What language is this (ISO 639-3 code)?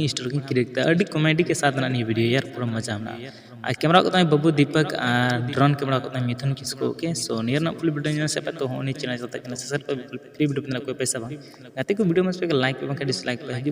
sat